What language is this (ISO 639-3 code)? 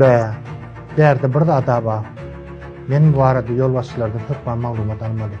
tuk